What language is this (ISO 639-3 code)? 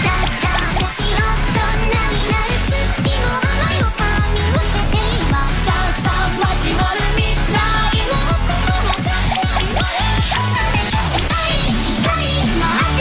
jpn